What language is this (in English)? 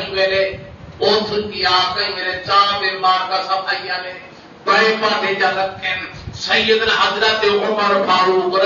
Saraiki